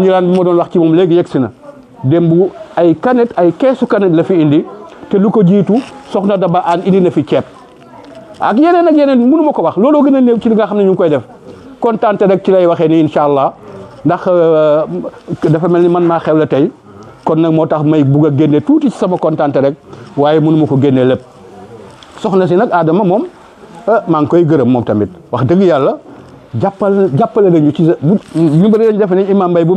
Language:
Wolof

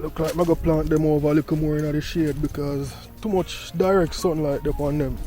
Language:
Jamaican Creole English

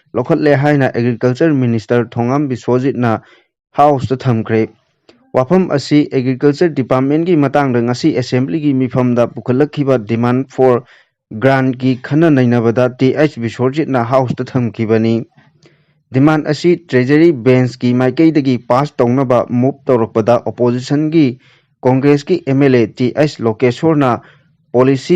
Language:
Manipuri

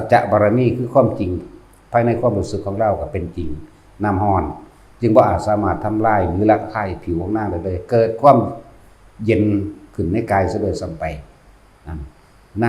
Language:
Northeastern Thai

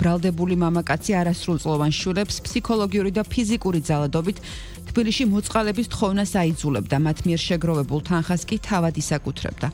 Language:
Georgian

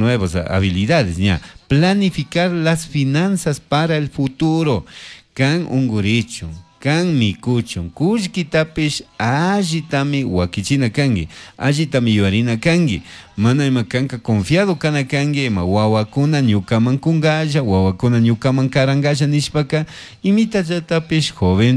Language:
Chimborazo Highland Quichua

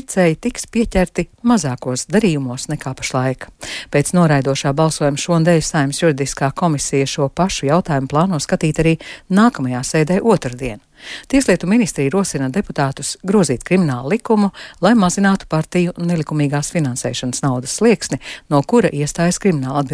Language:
Latvian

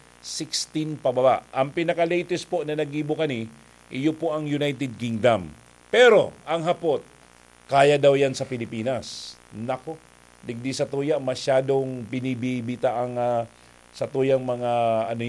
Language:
Bikol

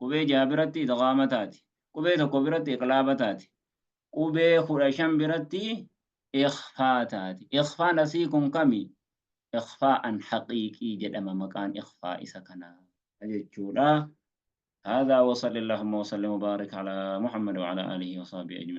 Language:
Oromo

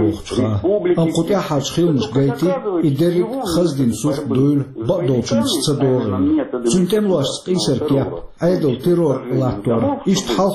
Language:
Chechen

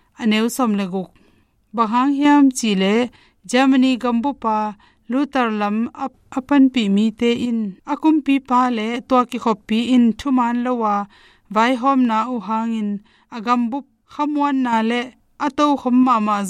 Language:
Tedim Chin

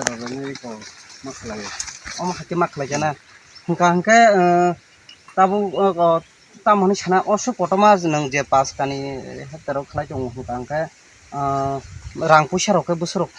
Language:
Kok Borok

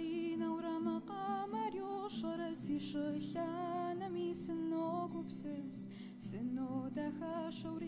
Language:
Kabardian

